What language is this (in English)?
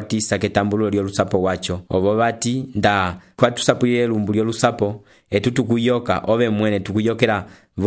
Umbundu